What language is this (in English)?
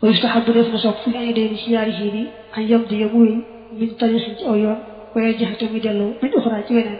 Wolof